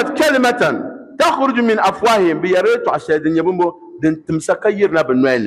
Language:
Dagbani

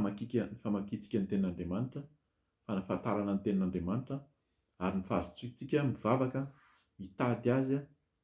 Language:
Malagasy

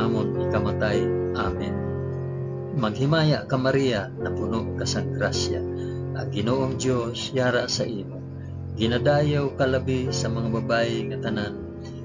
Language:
Hiligaynon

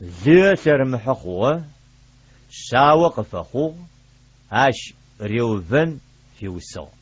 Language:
Adyghe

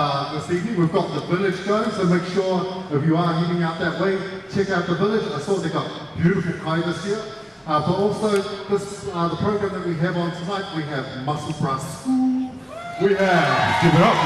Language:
Māori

